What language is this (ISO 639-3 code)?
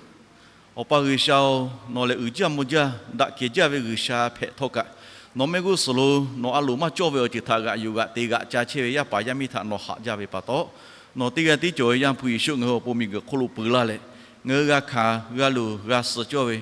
lhu